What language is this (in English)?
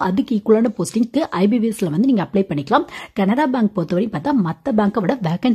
Tamil